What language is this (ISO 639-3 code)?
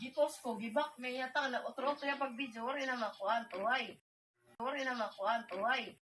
war